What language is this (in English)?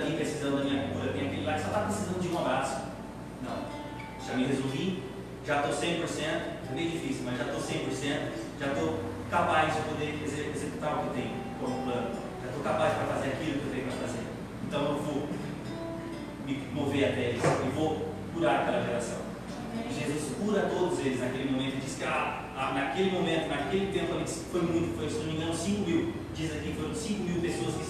Portuguese